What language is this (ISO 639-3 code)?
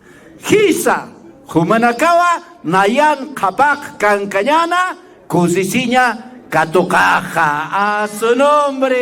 aym